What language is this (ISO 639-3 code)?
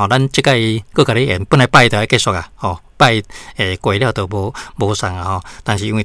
nan